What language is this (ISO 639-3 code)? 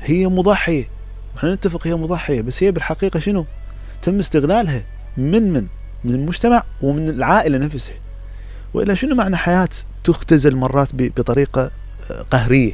acm